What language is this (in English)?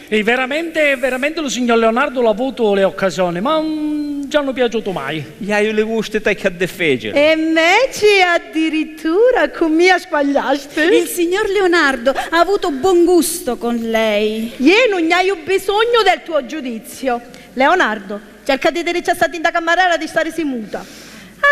Sicilian